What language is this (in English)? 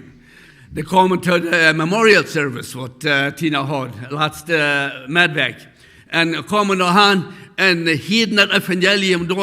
Plautdietsch